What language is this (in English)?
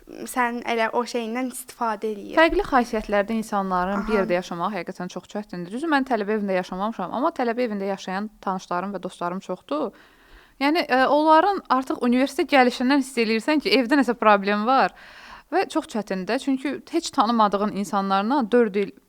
Azerbaijani